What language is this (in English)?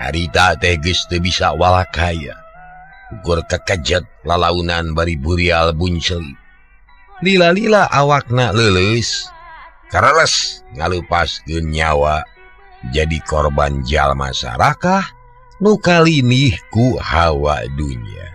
Sundanese